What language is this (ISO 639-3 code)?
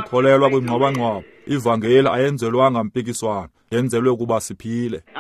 xho